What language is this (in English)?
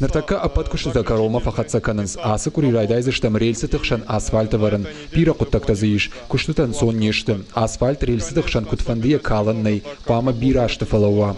Ossetic